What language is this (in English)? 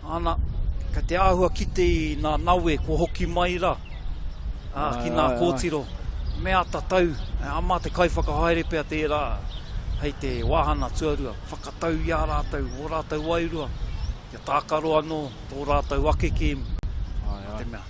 Māori